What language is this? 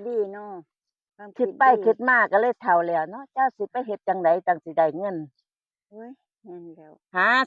Northeastern Thai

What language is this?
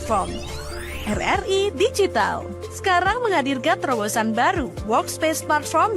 Manado Malay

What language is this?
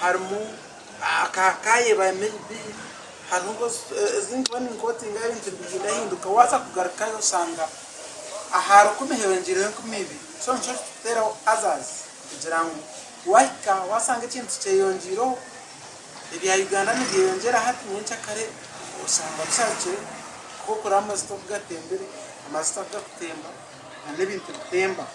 Nyankole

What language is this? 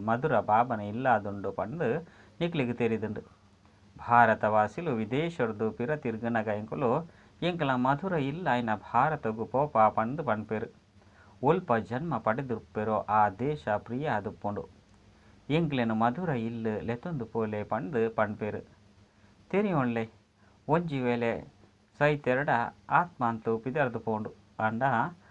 Tulu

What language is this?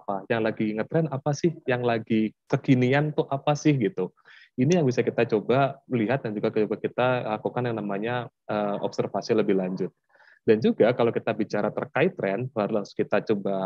Indonesian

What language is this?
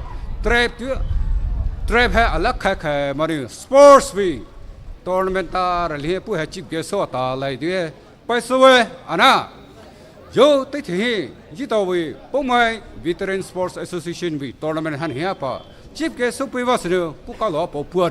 Poumei Naga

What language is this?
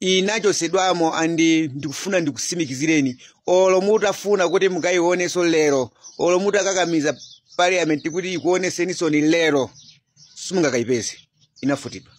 Nyanja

